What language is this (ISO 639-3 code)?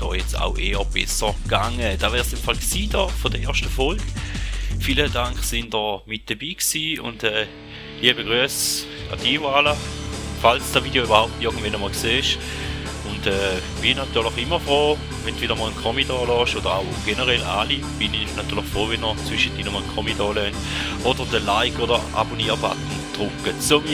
gsw